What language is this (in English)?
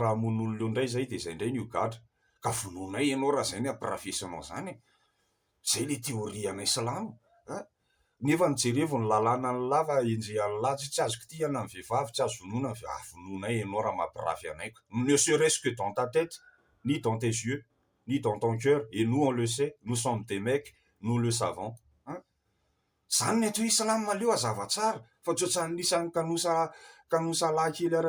Malagasy